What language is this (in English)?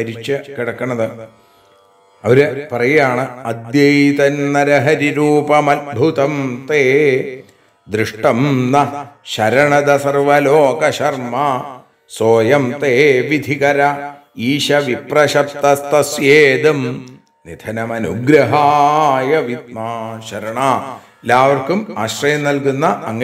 Malayalam